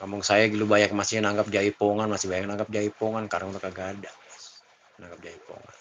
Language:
Betawi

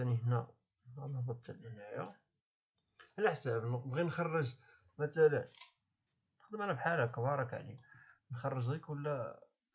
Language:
Moroccan Arabic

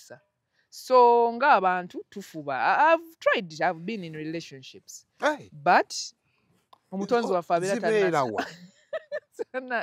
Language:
Ganda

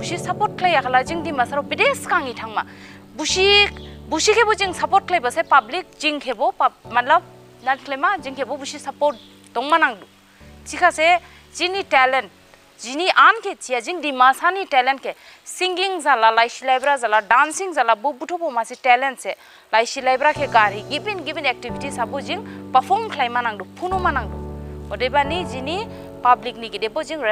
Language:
Dimasa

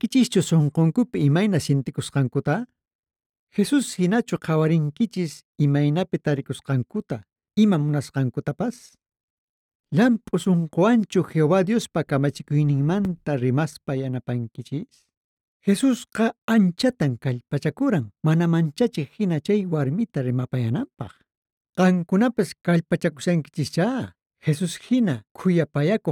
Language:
Quechua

